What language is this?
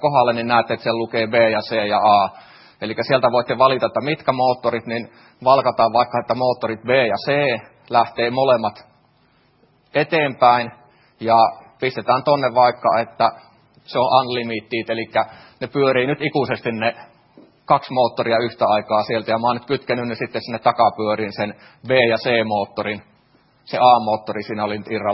Finnish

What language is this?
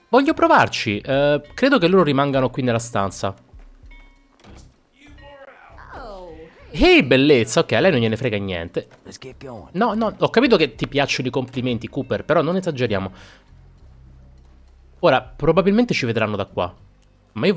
Italian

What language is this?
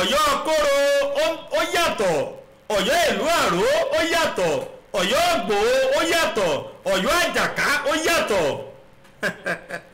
Yoruba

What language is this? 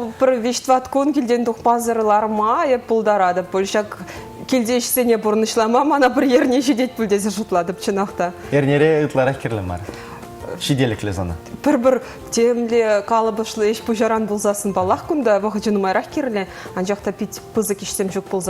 Chuvash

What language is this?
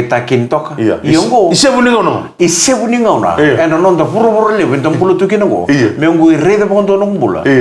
Fijian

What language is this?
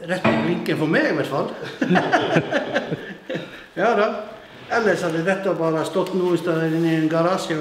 Norwegian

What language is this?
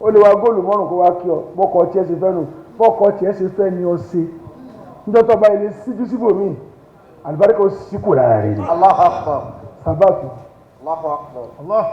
Yoruba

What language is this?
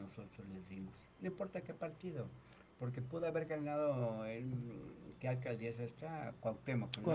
Spanish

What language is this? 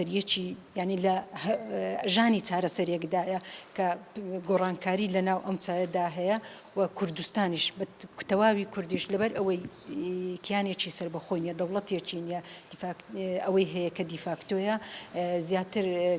Central Kurdish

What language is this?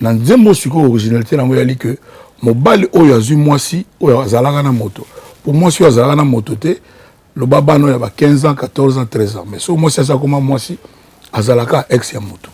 Lingala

